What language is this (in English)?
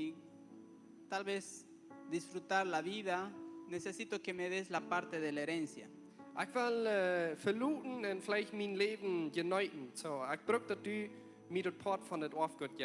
Plautdietsch